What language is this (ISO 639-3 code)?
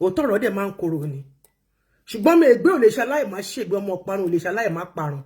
yor